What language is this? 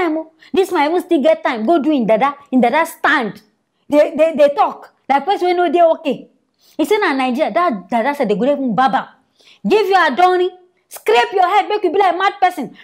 Nigerian Pidgin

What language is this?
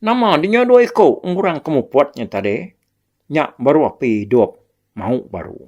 Iban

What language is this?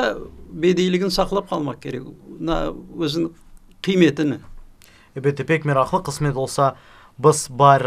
Crimean Tatar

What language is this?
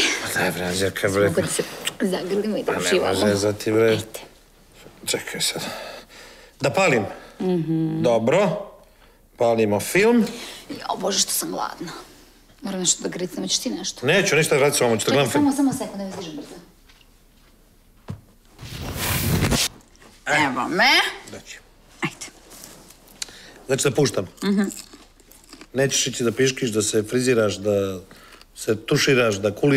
Serbian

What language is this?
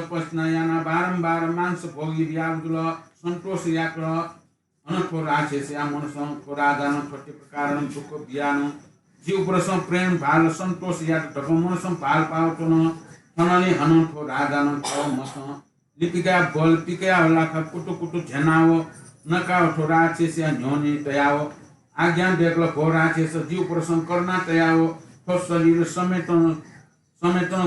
Newari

